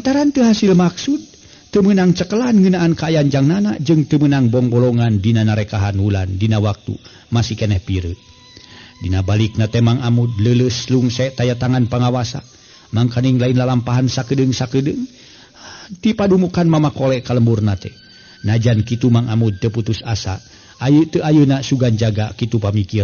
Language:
Sundanese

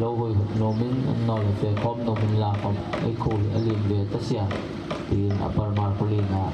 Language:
Hmar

